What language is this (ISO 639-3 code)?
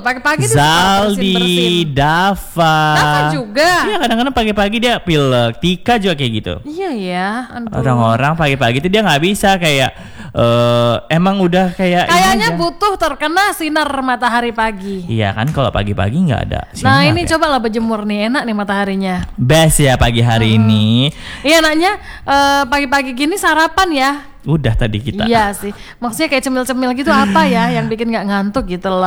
ind